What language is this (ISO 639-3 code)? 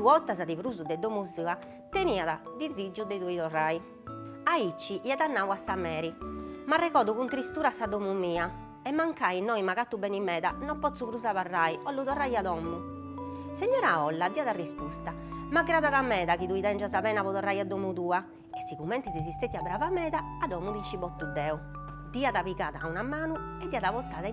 srd